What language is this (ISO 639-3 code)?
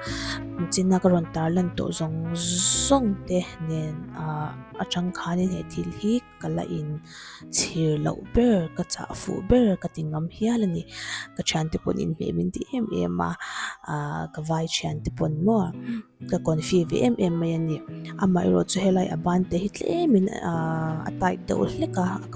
lus